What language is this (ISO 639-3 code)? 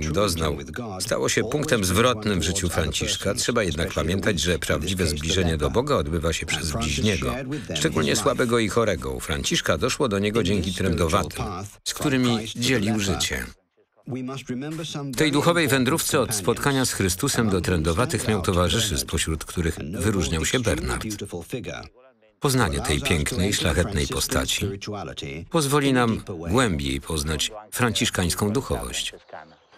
pol